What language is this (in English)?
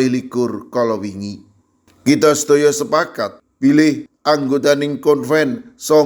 Javanese